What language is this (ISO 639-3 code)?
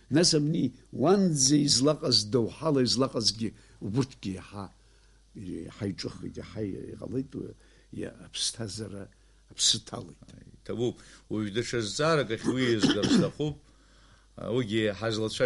abk